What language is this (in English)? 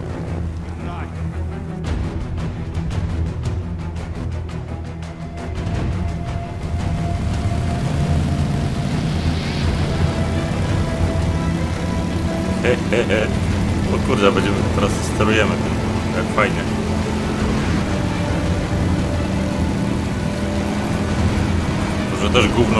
Polish